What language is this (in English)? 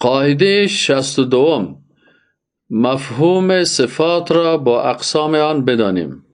Persian